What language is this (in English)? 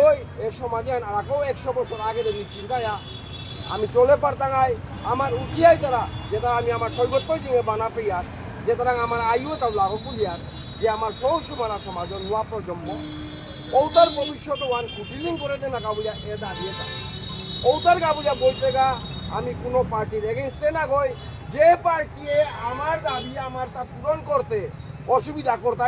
Bishnupriya